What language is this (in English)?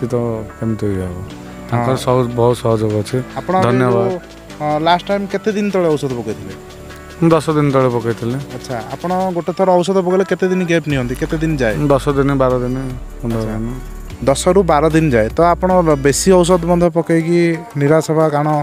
Odia